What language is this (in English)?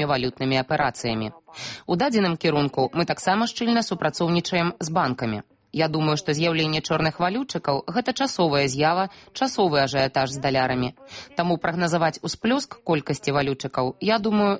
Belarusian